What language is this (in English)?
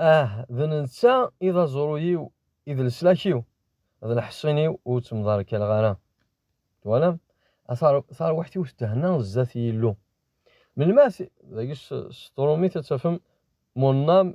Kabyle